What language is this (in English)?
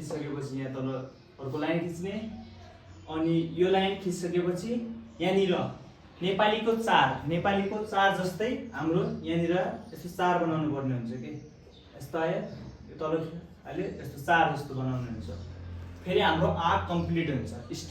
Nepali